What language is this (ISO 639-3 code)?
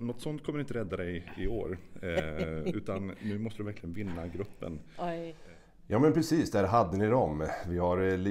swe